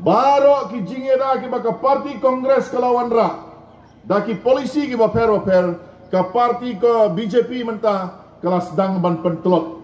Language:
Khasi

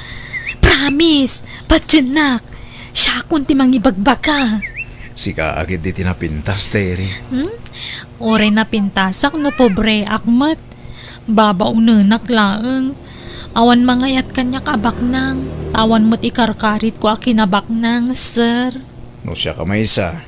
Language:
Iloko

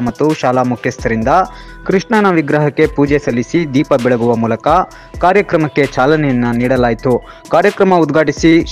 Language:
Kannada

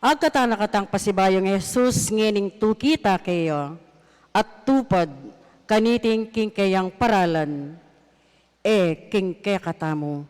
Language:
Pampanga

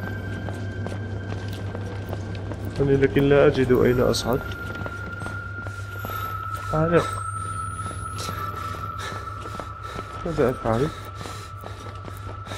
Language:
Arabic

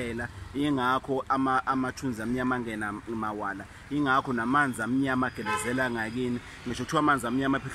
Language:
Zulu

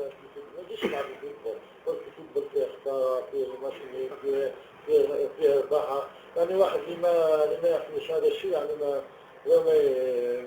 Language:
Algerian Arabic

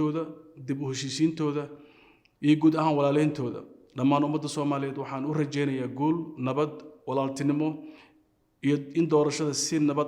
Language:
Somali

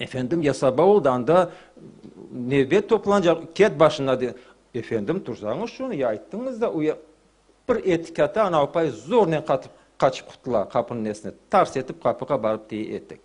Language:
Crimean Tatar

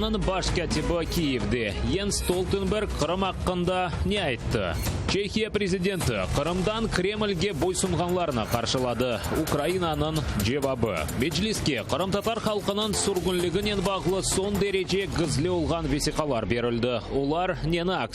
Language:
Crimean Tatar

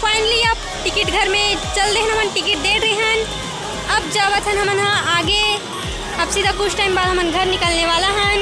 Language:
Chhattisgarhi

